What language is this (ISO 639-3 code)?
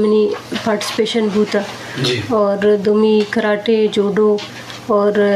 bgp